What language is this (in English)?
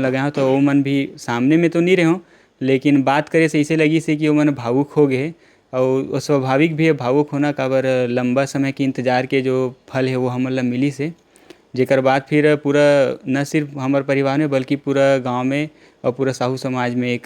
Chhattisgarhi